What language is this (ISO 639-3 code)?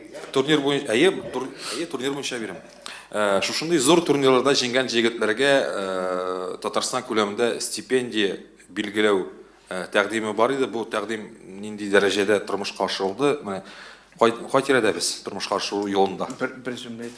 tat